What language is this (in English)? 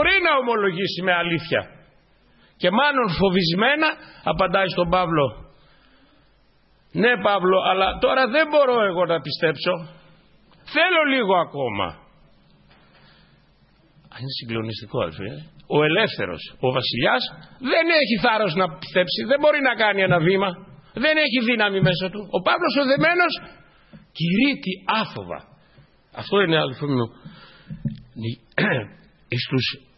Greek